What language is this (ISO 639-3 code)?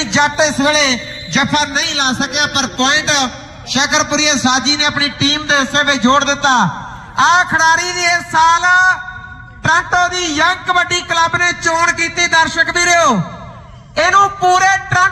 pan